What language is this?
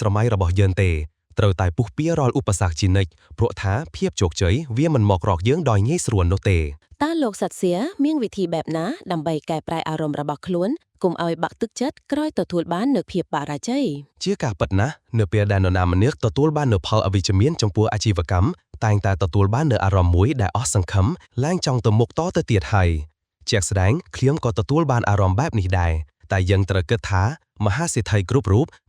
Khmer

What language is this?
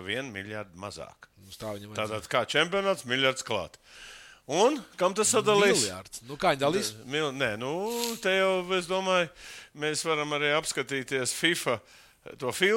Latvian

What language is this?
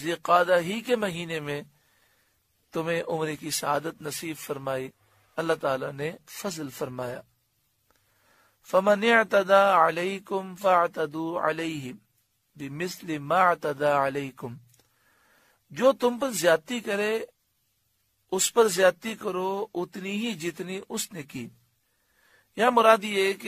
Urdu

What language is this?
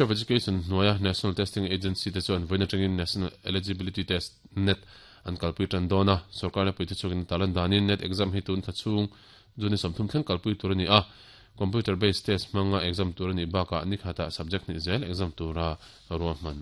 Mizo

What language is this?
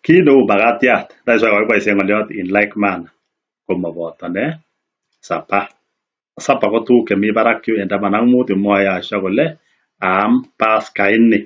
Kalenjin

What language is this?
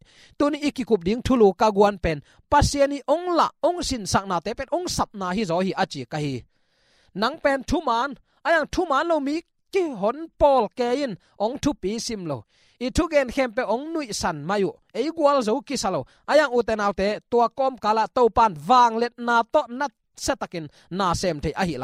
Tedim Chin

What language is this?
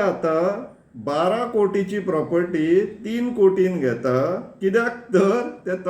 Konkani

